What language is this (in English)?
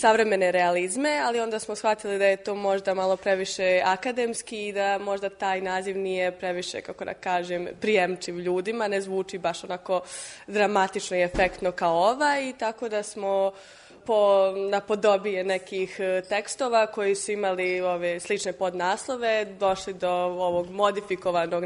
Serbian